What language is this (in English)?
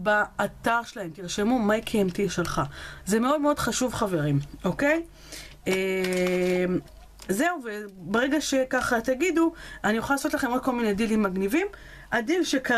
Hebrew